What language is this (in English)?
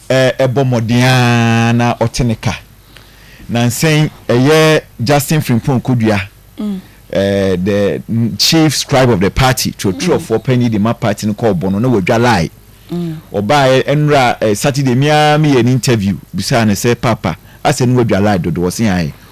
Akan